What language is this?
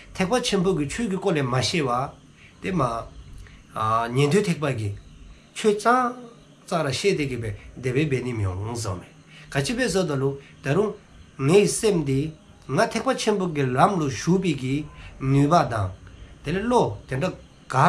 Dzongkha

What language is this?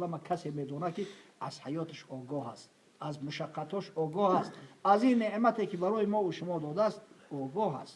Tajik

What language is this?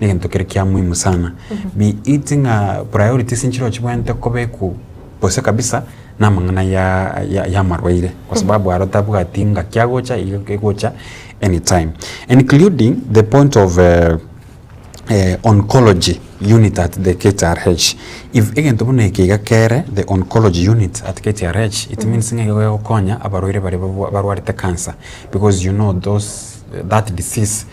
Gusii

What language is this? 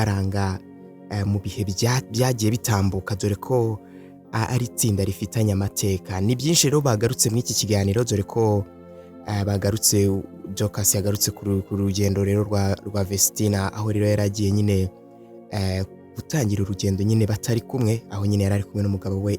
Kinyarwanda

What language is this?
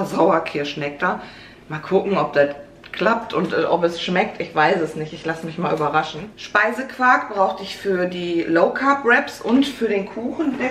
German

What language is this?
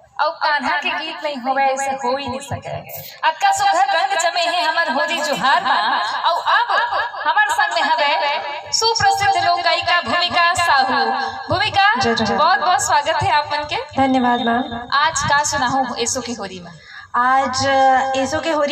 Chhattisgarhi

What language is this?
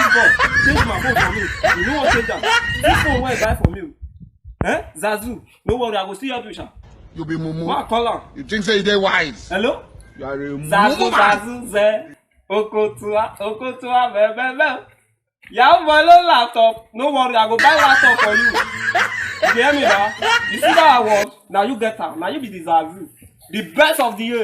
Nigerian Pidgin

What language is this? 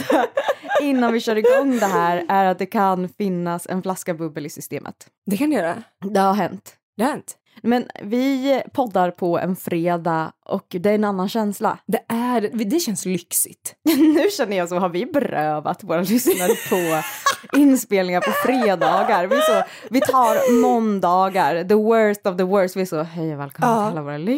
Swedish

